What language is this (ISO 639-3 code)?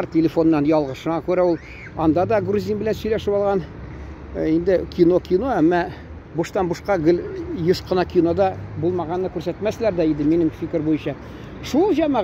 tat